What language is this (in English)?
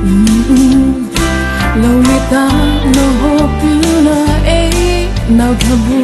Mara Chin